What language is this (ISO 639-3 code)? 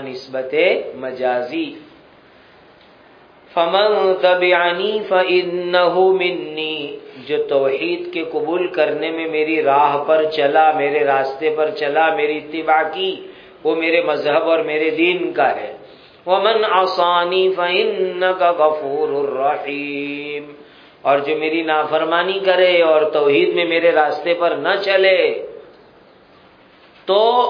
urd